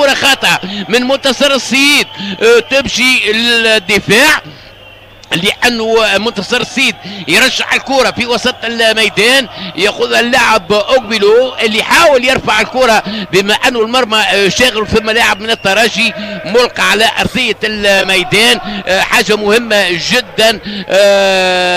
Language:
Tunisian Arabic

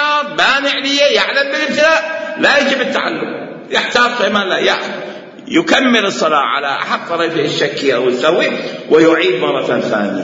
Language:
Mesopotamian Arabic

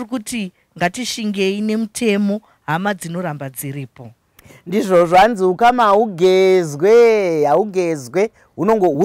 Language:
Shona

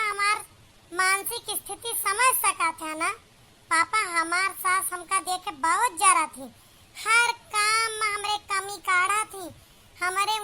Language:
Awadhi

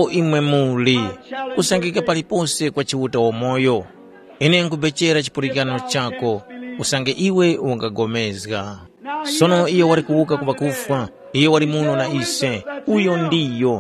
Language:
Tumbuka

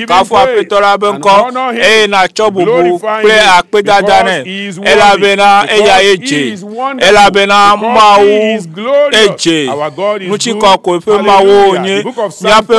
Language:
Ewe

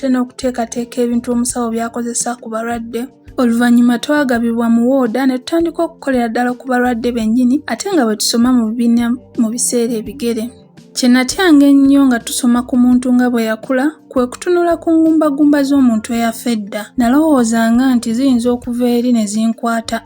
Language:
Ganda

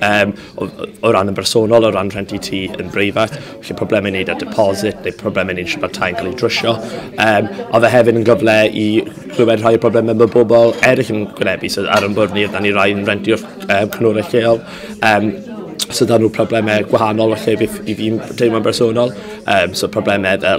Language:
Welsh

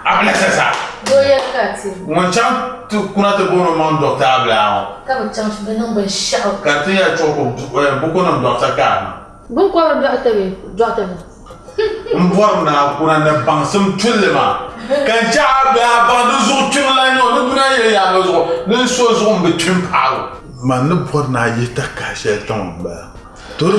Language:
Dagbani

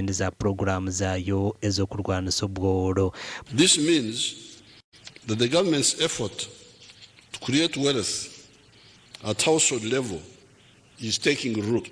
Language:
Nyankole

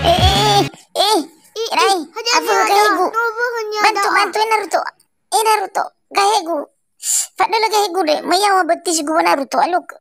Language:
Nias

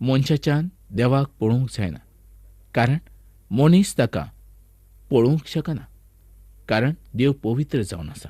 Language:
Konkani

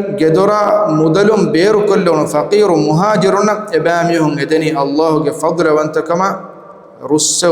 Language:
Divehi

